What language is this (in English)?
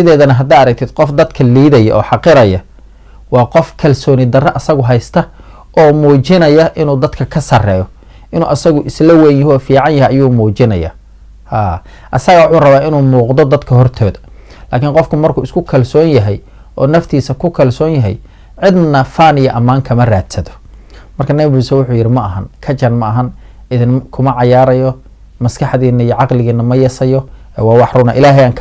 Somali